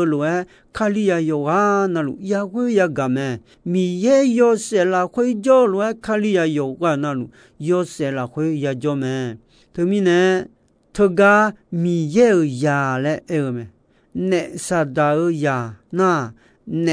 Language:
Akha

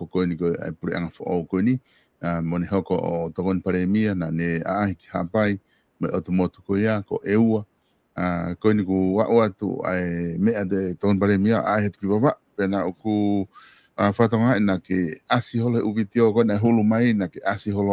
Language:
Tongan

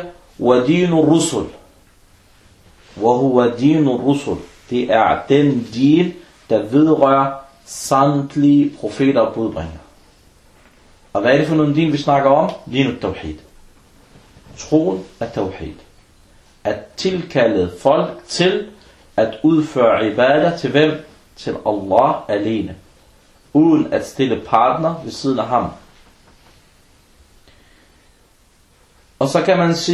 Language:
Danish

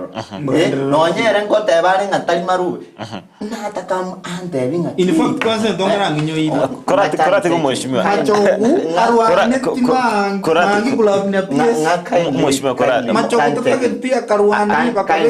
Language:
Gusii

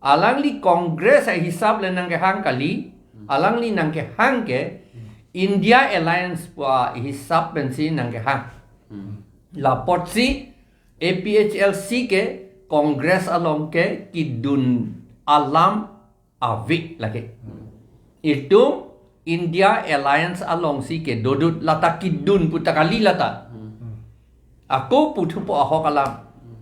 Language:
Karbi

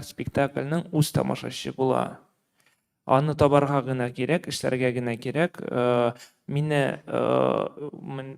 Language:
Tatar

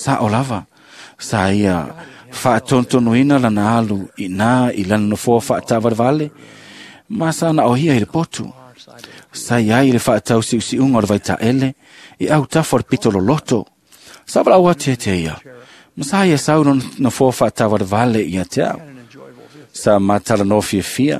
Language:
Samoan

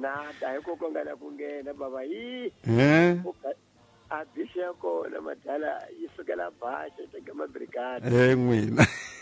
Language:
Tsonga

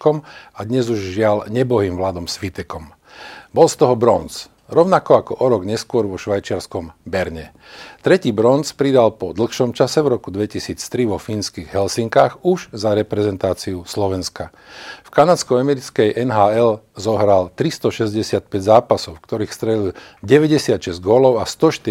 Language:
Slovak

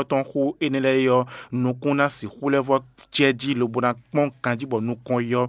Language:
Fon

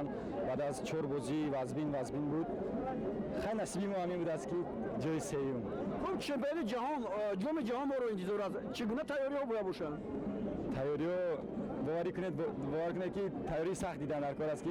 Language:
Tajik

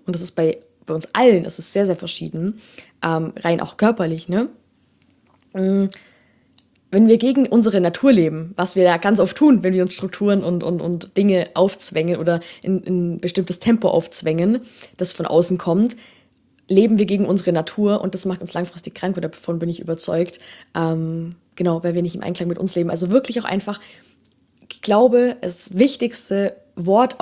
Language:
German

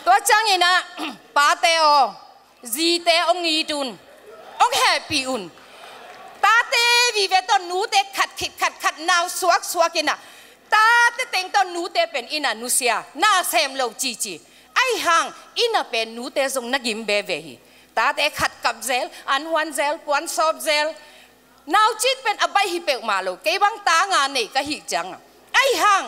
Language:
Tedim Chin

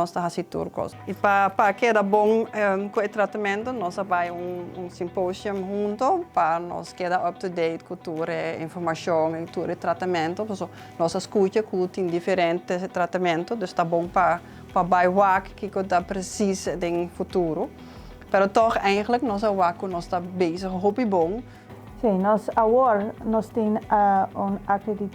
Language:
Papiamento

